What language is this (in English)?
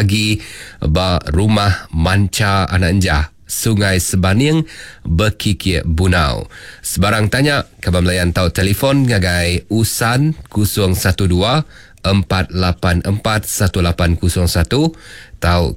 Iban